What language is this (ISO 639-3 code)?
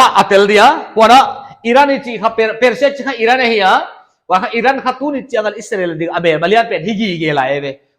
pck